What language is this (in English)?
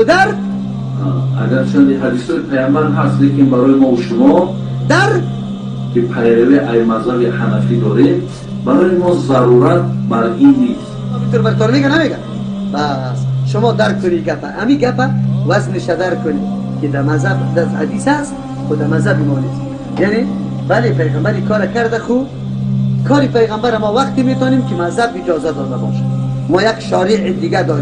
Persian